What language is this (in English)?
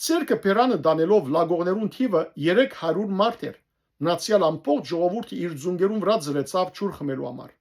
Western Armenian